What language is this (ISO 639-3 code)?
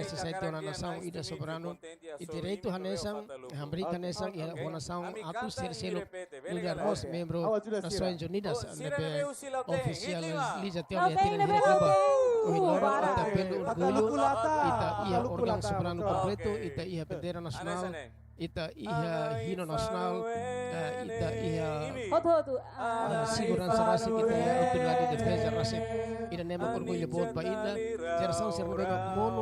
tet